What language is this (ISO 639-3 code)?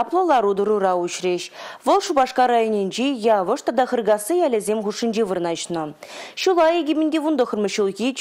chv